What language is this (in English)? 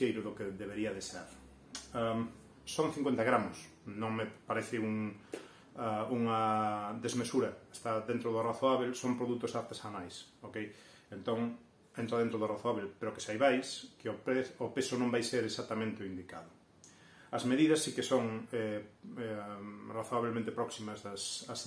Galician